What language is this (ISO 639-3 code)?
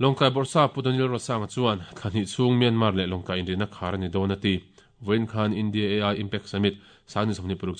lus